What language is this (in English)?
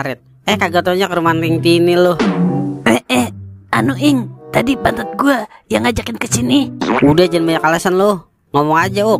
Betawi